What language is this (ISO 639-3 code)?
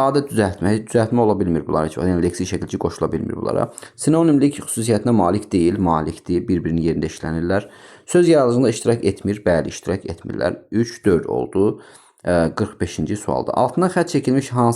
aze